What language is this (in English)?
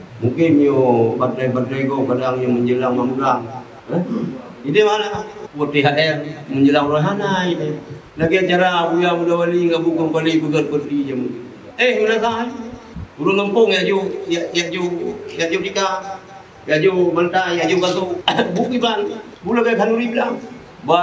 Achinese